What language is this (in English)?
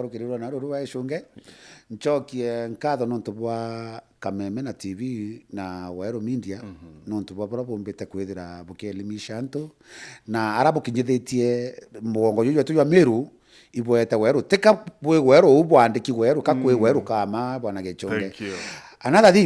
Meru